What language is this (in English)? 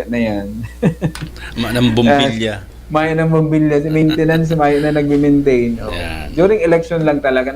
Bikol